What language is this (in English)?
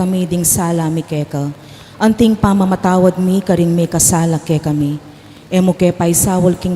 Pampanga